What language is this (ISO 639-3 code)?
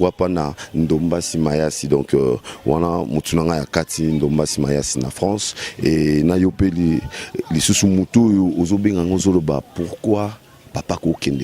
lin